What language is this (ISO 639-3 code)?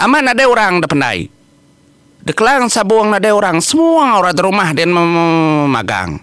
iba